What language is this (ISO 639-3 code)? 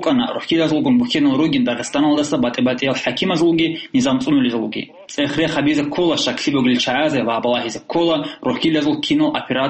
ava